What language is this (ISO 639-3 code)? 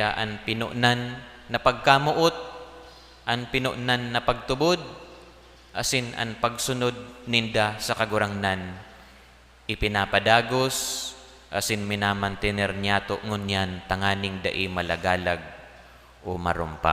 bik